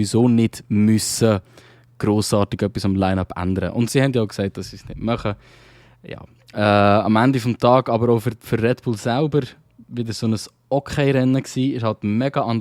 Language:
Swiss German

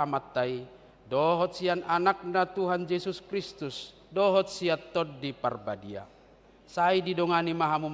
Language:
Batak Toba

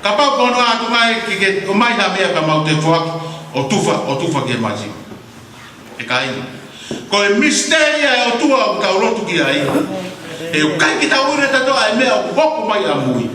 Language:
Tongan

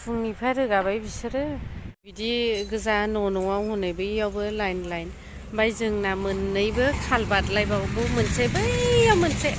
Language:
Bodo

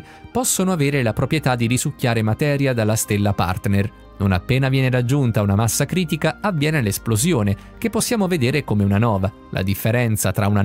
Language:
Italian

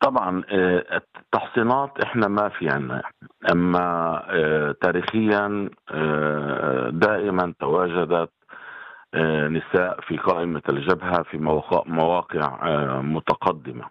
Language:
North Levantine Arabic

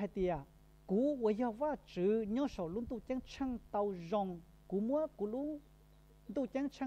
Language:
Hmong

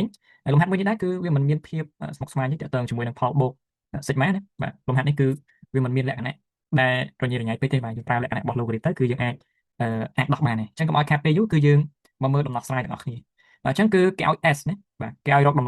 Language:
Khmer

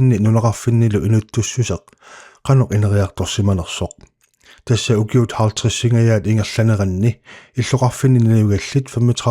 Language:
Kalaallisut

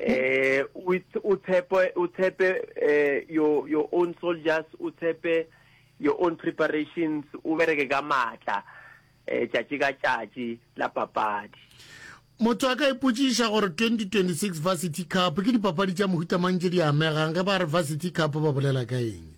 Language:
Northern Sotho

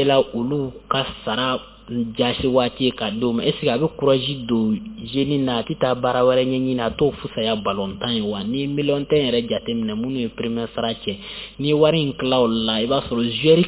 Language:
Bambara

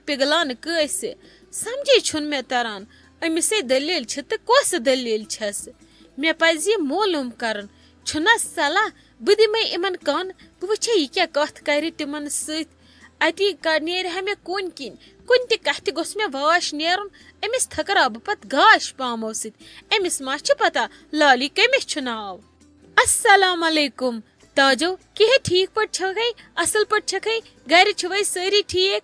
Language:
Kashmiri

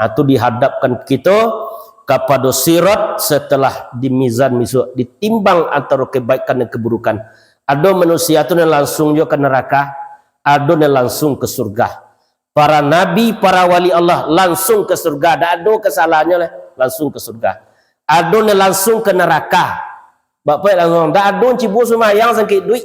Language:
Minangkabau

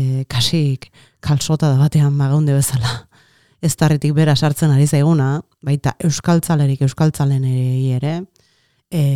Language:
Basque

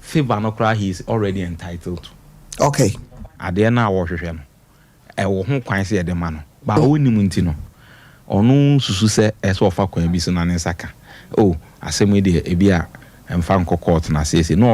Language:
Akan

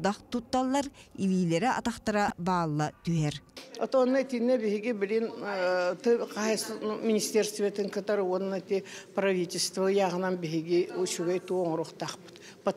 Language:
Yakut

